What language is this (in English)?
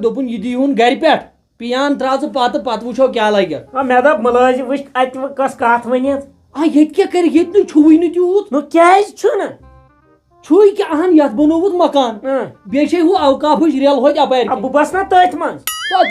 Kashmiri